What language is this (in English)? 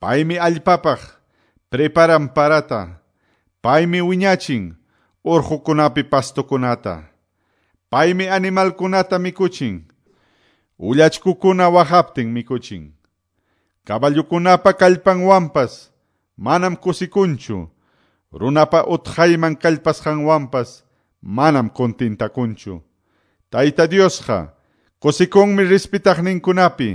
Quechua